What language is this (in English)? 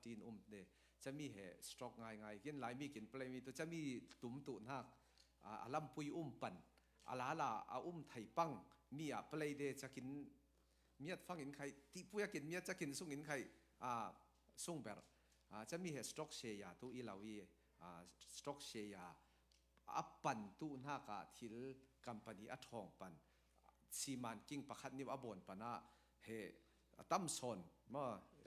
Falam Chin